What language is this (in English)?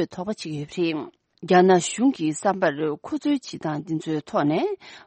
Tibetan